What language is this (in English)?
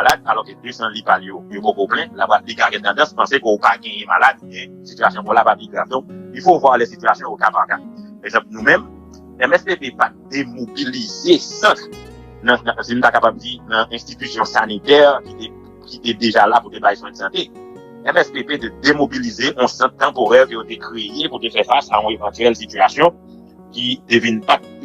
Haitian Creole